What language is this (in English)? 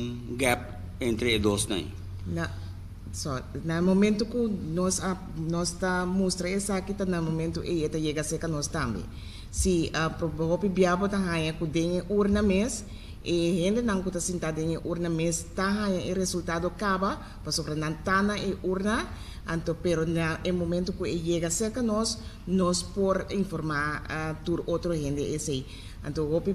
Papiamento